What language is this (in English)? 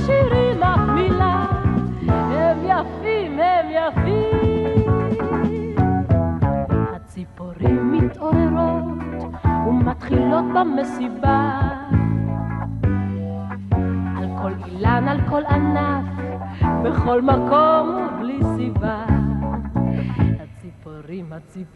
Hebrew